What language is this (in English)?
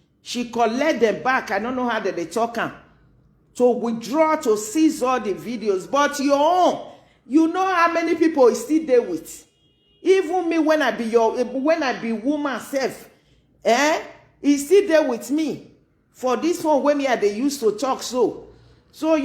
Nigerian Pidgin